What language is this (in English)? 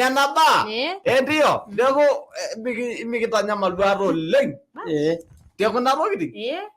Masai